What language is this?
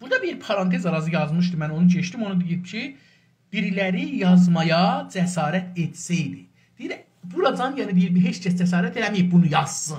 South Azerbaijani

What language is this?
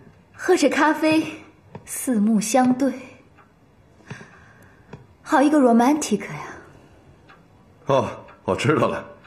Chinese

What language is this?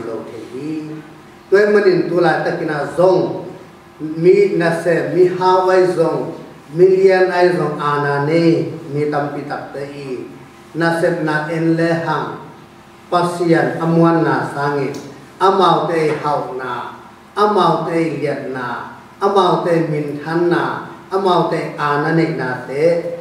Tedim Chin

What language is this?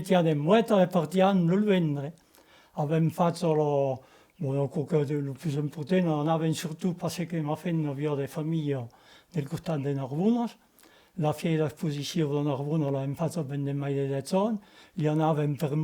Occitan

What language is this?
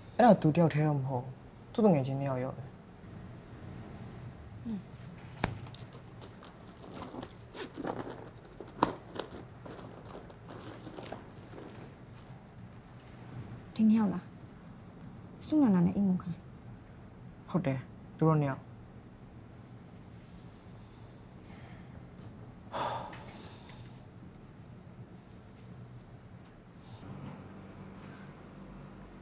Burmese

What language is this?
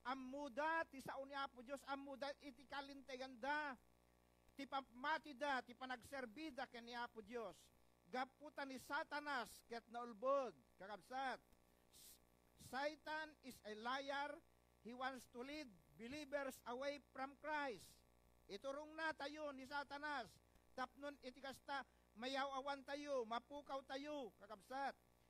Iloko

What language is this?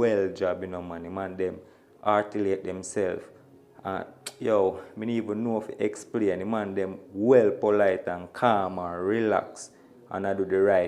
Jamaican Creole English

